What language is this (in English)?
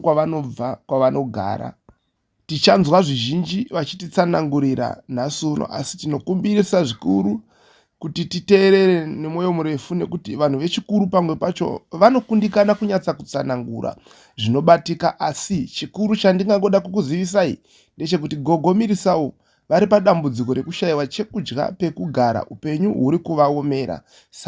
Shona